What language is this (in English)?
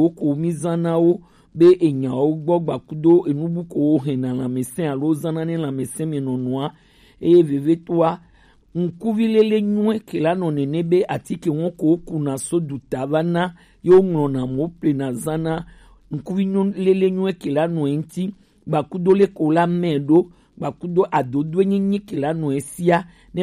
Gen